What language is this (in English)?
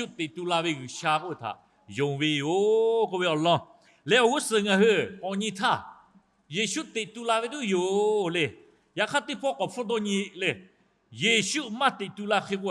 Lahu